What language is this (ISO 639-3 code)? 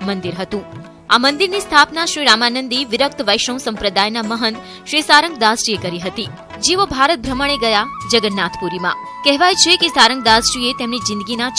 guj